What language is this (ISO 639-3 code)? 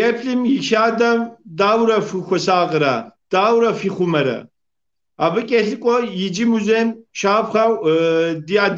kbd